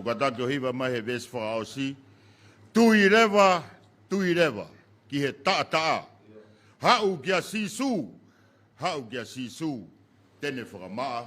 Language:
Tongan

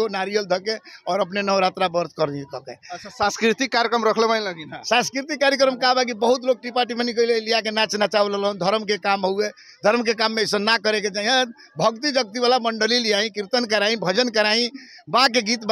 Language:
Bhojpuri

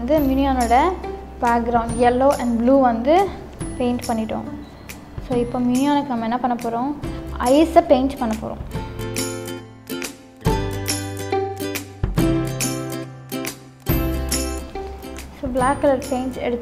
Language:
Tamil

